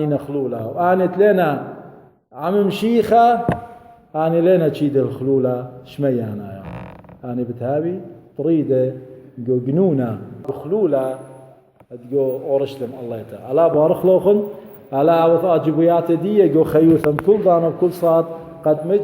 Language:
Assyrian Neo-Aramaic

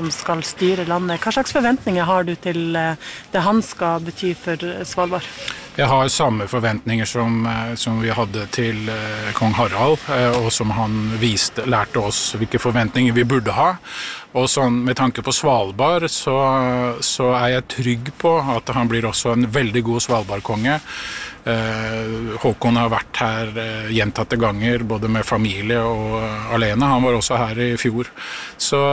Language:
Norwegian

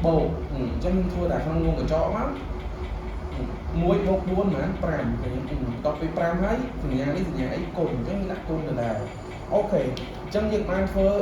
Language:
Khmer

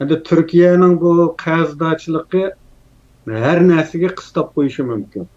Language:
Uyghur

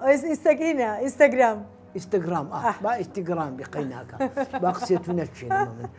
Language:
Central Kurdish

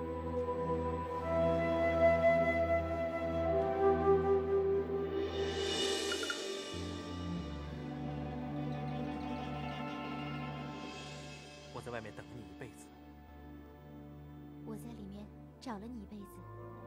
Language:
Chinese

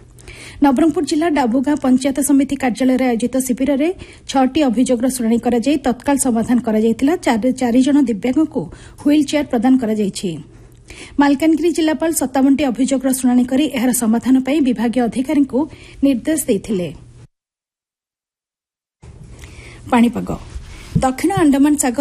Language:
Odia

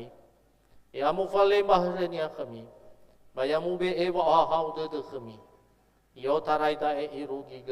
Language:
Nias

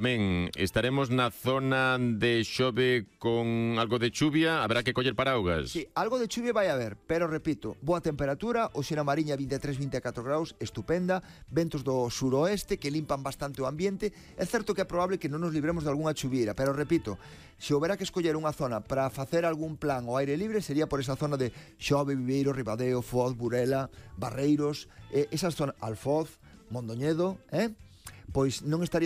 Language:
Galician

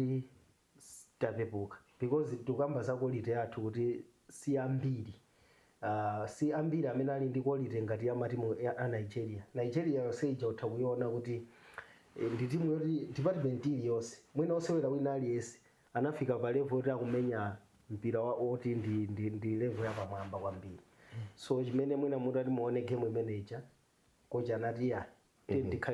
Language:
Nyanja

